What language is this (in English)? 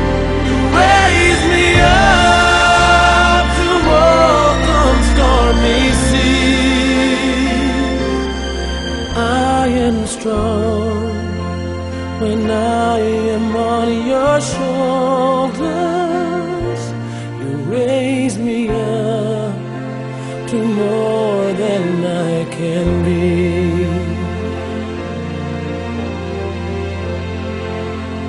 English